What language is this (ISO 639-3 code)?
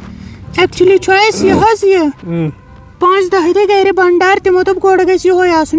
kas